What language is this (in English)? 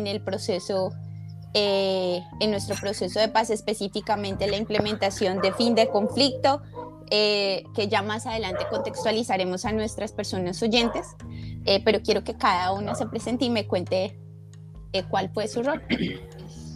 Spanish